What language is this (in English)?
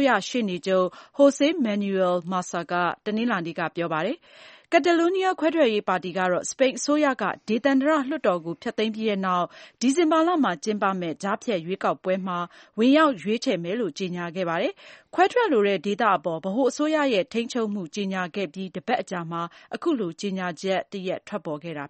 Burmese